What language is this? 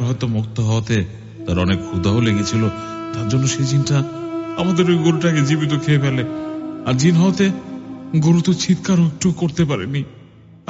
Bangla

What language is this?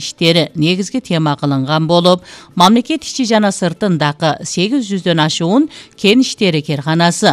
Kyrgyz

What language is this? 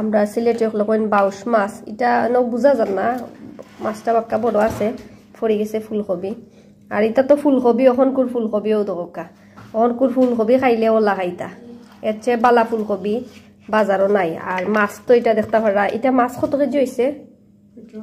Sylheti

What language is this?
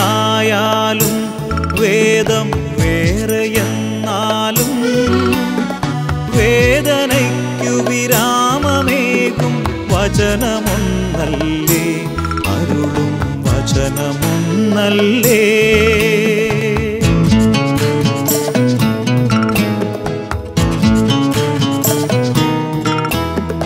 Malayalam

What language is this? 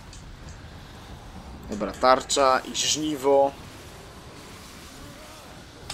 Polish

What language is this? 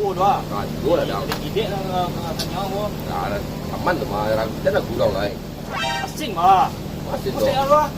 Minangkabau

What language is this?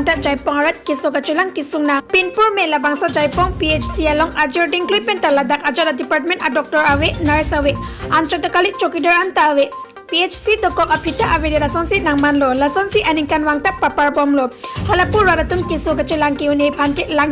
Karbi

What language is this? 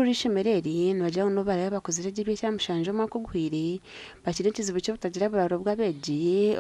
Nyankole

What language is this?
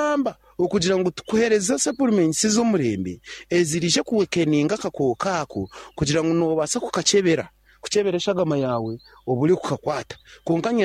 Nyankole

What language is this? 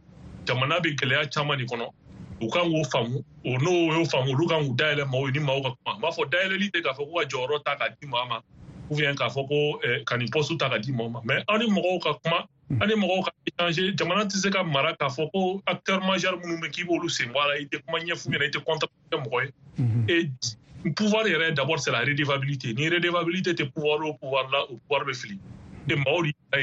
Bambara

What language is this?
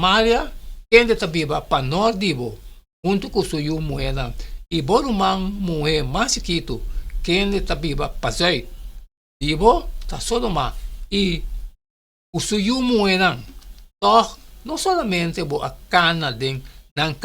Papiamento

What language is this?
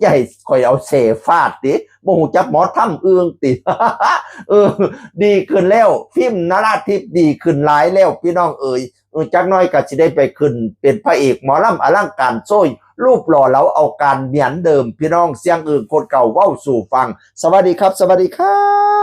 Northeastern Thai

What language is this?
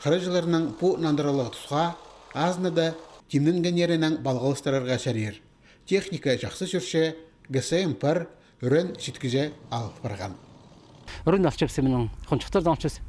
Khakas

